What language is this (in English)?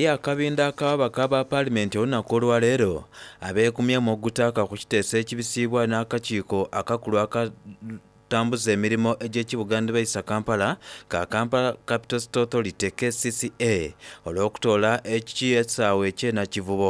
Soga